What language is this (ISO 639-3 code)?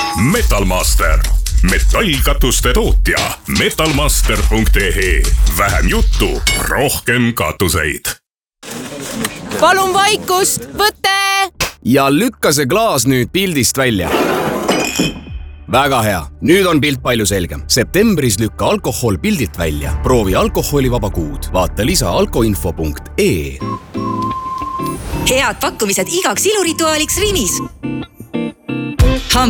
est